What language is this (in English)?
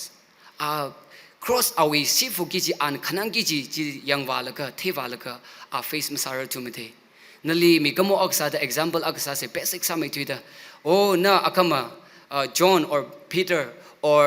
Tangkhul Naga (India)